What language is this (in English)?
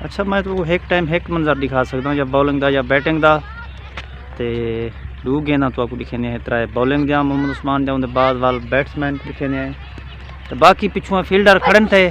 Saraiki